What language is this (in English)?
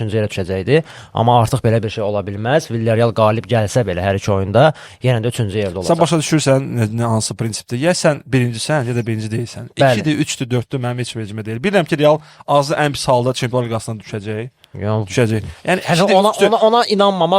Azerbaijani